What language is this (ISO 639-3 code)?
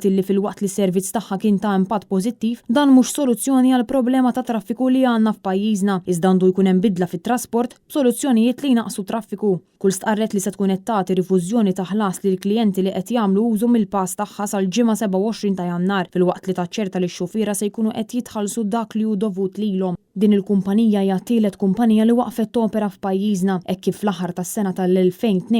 mlt